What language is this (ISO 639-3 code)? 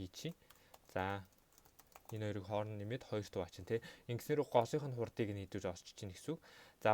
mon